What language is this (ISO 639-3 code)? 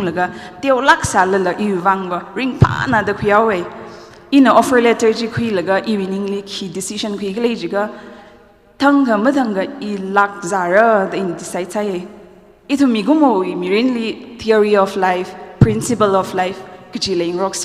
nmf